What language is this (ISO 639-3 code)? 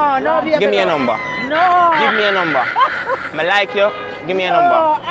jam